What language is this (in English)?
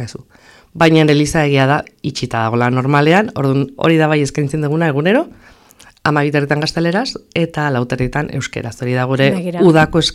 Basque